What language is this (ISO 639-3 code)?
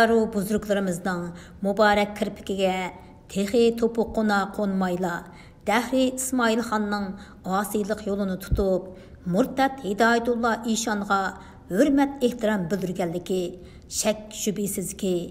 uig